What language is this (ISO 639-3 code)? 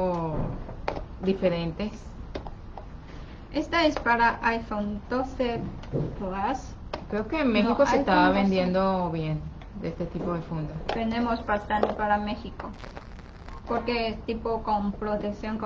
spa